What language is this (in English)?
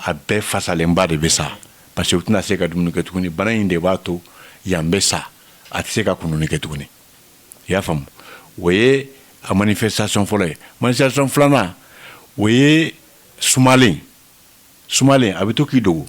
Bambara